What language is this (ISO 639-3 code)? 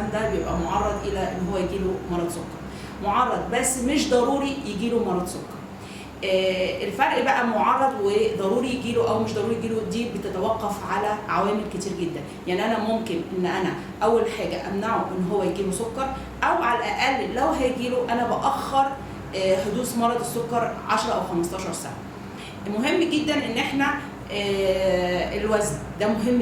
arz